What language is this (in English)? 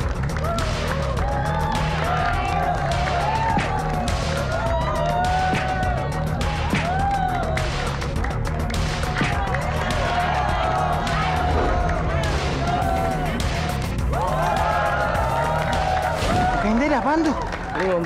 Indonesian